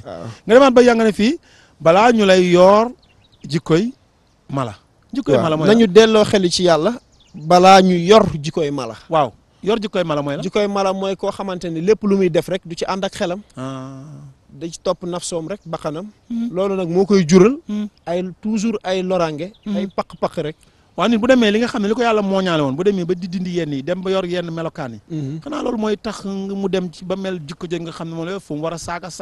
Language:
Wolof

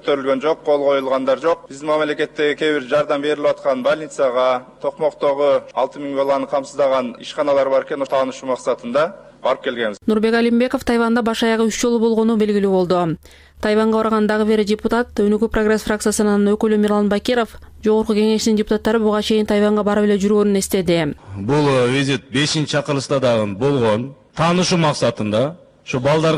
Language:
Kyrgyz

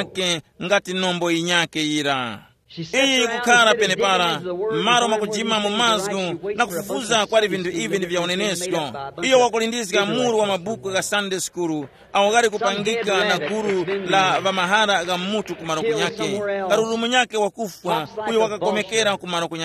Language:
Tumbuka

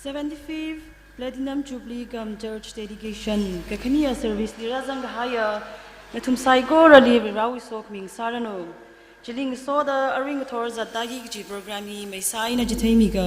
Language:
Tangkhul Naga (India)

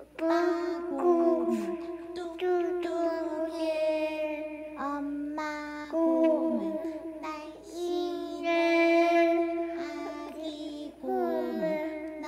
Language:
Korean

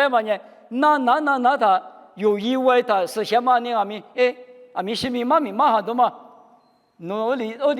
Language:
Lisu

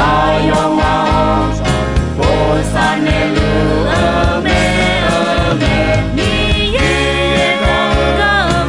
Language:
Akha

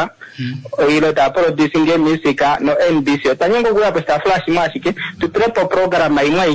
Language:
Swahili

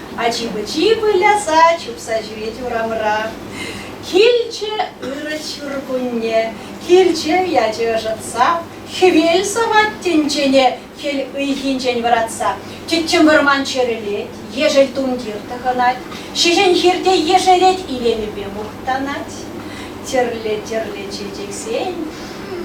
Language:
Chuvash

